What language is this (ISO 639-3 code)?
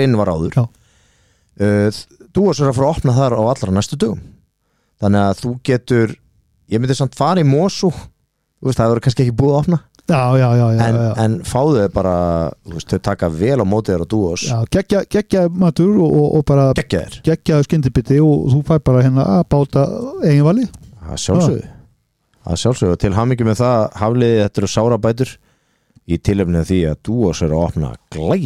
isl